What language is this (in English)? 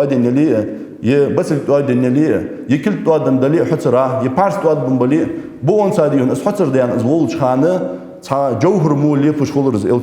Ingush